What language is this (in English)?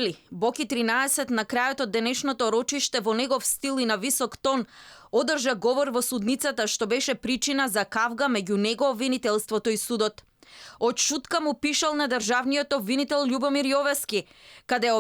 Macedonian